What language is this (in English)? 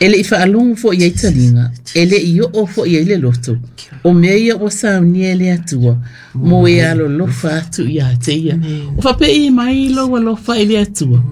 Samoan